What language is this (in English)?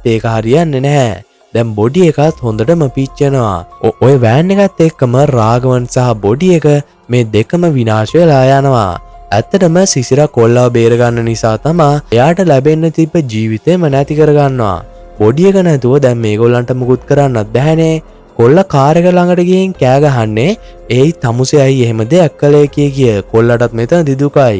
Sinhala